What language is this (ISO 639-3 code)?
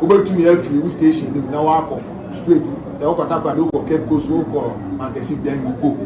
aka